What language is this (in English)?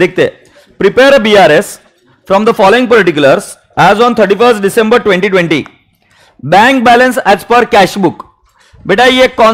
Hindi